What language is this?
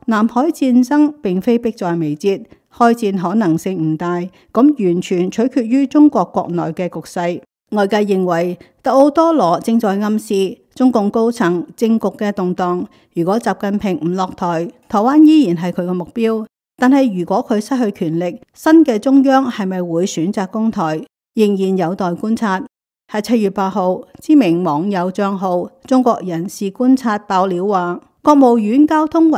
Cantonese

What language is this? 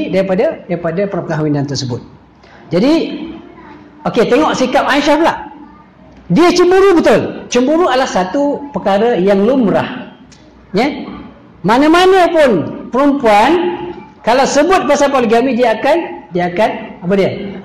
Malay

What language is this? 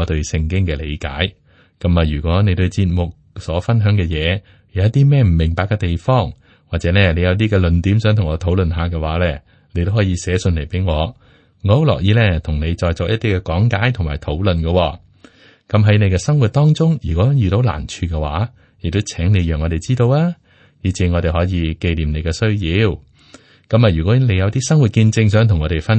Cantonese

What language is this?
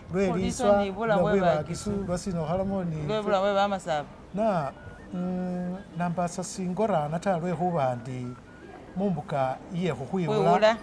Masaaba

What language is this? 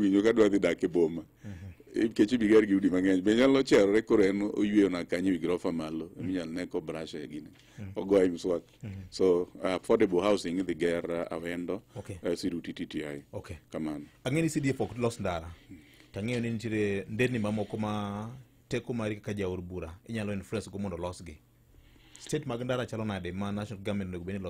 Luo (Kenya and Tanzania)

